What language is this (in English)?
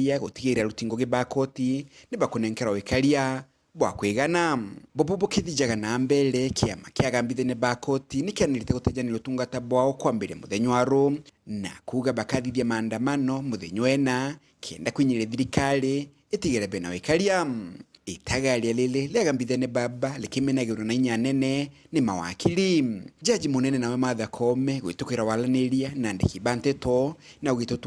Meru